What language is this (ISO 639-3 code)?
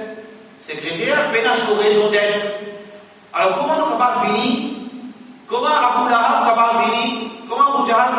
mfe